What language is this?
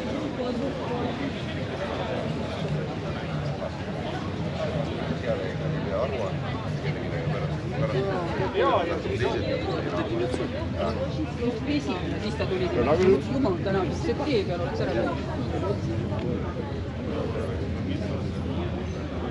Estonian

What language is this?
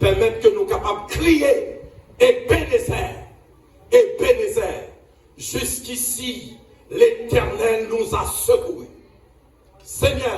Haitian Creole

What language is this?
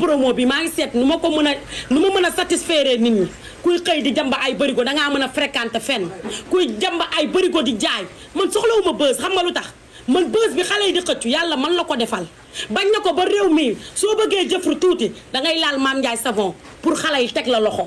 Wolof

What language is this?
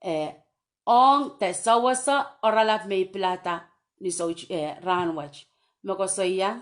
Pohnpeian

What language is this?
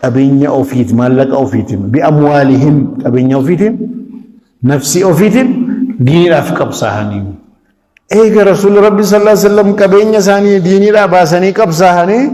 Oromo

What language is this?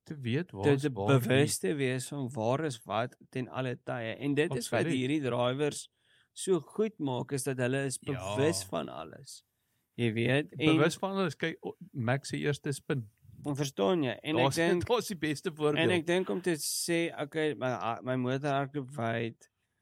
Afrikaans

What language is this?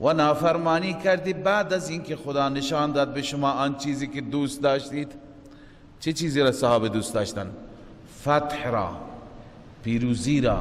Persian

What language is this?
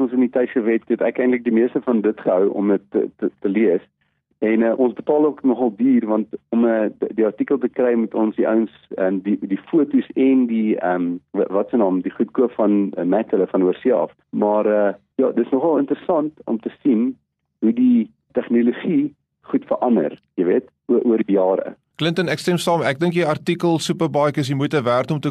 Afrikaans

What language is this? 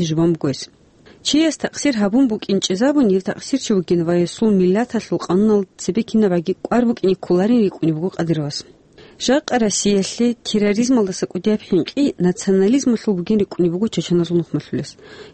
Avaric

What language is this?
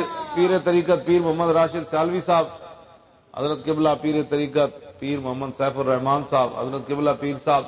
Western Panjabi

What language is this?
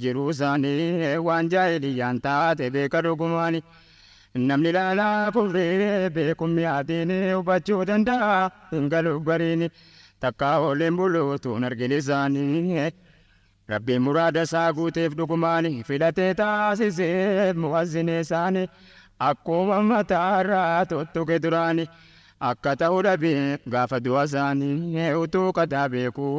Oromo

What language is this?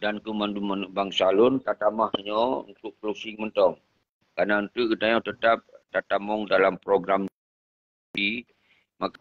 Achinese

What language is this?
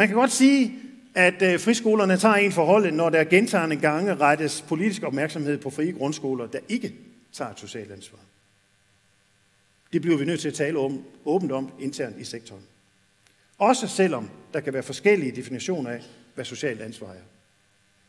Danish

